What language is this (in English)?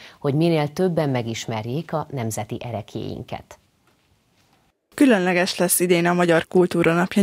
Hungarian